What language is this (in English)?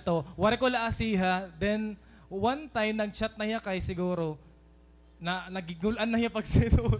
Waray